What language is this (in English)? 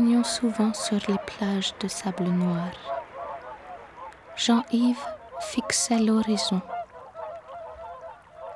French